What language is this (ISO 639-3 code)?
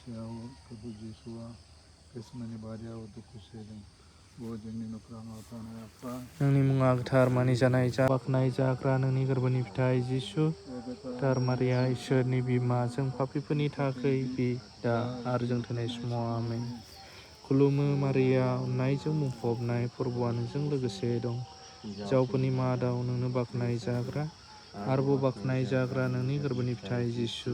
brx